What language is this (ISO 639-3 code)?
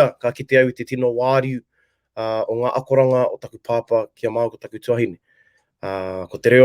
mri